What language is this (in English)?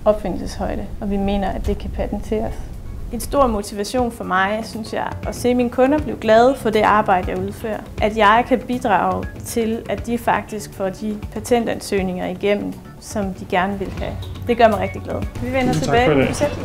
Danish